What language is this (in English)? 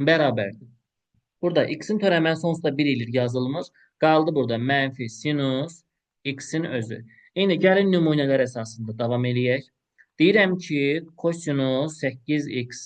Azerbaijani